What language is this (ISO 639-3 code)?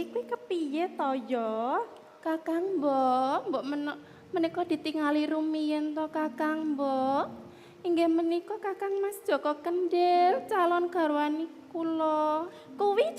jav